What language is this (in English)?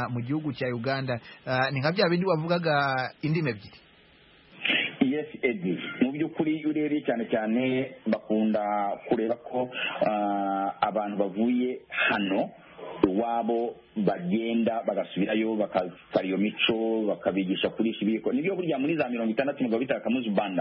Kinyarwanda